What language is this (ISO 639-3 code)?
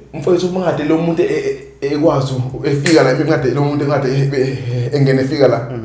zul